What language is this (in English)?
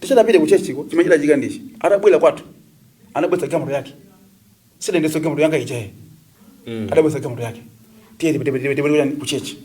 Nyanja